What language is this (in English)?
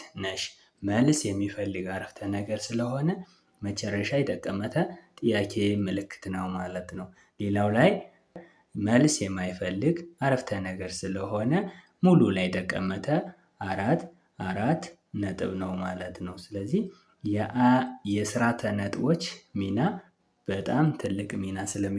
Amharic